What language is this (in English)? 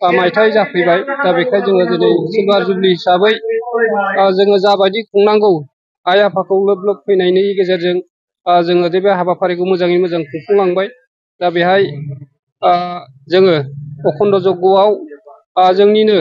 Bodo